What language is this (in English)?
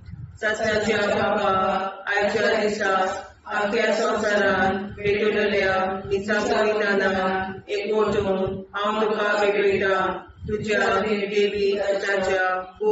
Konkani